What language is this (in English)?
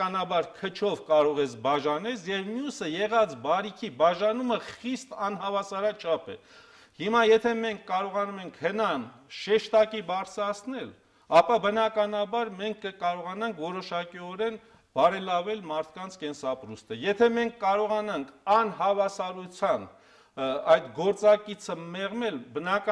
Armenian